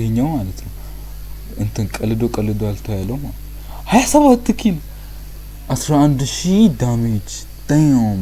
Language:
Amharic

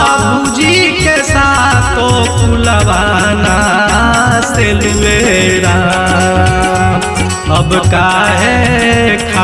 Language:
Bhojpuri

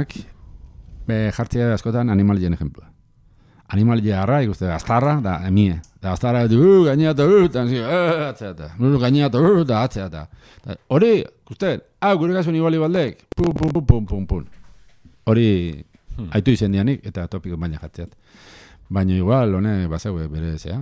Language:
Basque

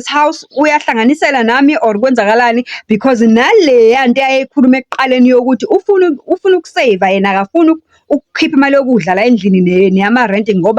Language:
Zulu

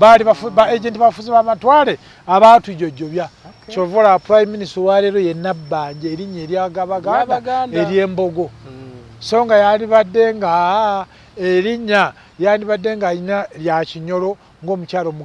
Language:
Ganda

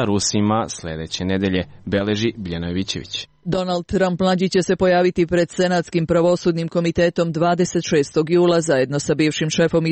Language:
Serbian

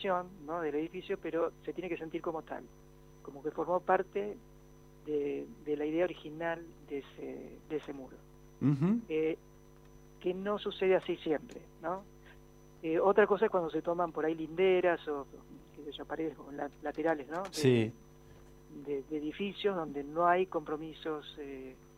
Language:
Spanish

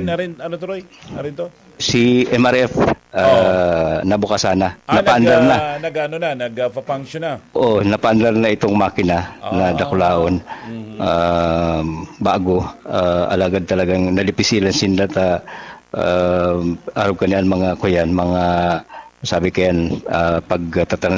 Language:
Bikol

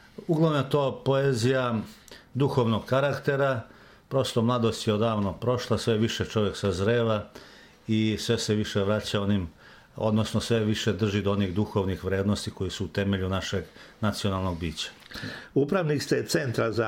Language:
Serbian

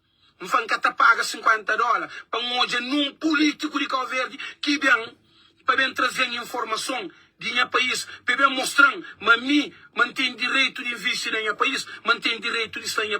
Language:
Kabuverdianu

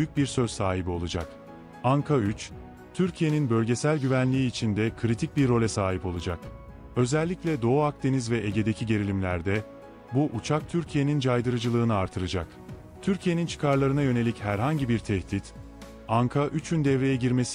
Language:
Turkish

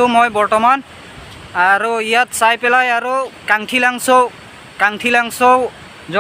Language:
Karbi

